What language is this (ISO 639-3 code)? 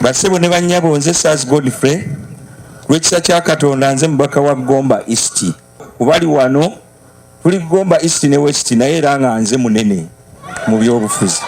lug